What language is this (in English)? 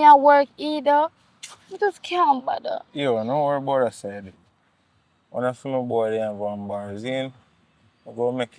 Jamaican Creole English